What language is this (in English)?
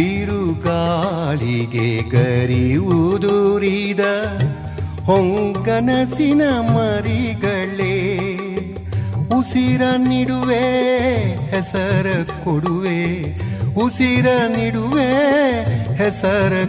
Kannada